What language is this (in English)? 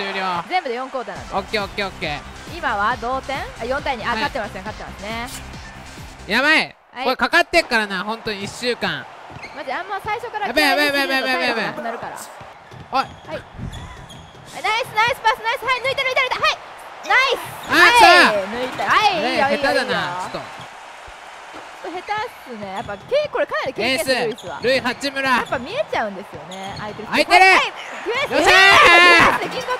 Japanese